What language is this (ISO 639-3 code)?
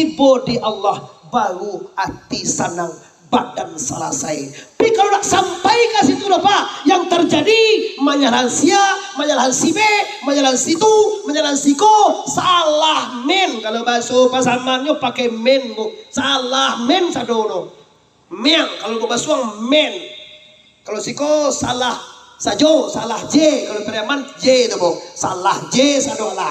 min